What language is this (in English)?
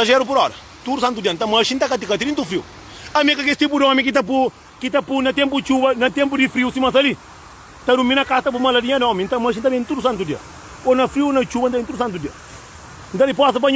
Kabuverdianu